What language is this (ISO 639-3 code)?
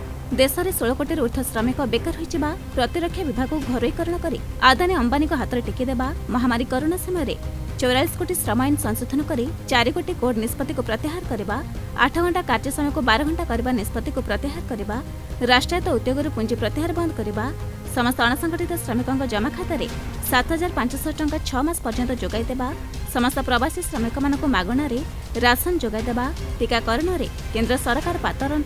ori